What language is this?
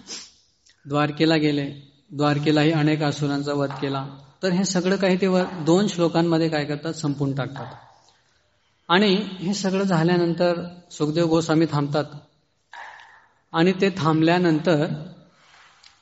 Marathi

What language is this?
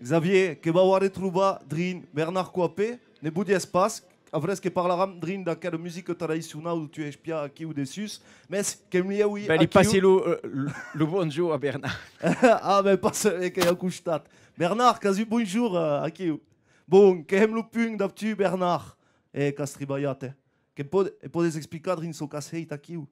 Occitan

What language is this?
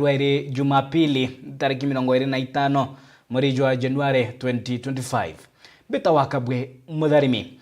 Meru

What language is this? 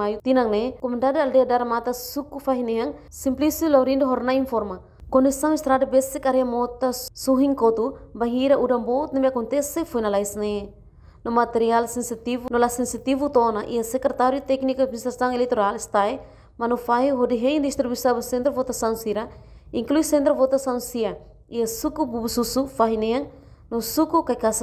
Tetum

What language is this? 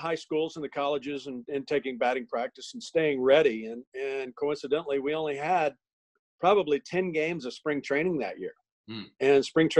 English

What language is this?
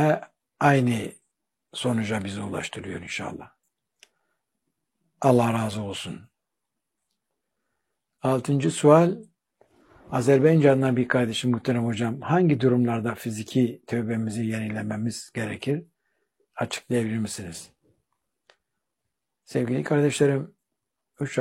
Turkish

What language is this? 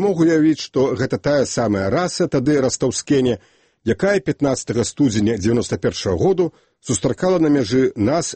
Belarusian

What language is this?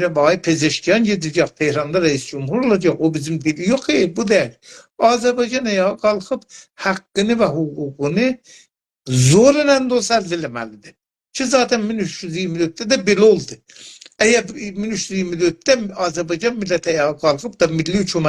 South Azerbaijani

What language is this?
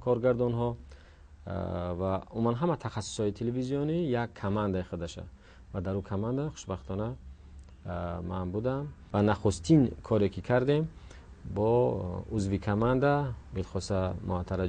Tajik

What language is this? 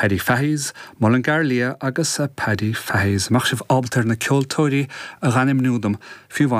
Irish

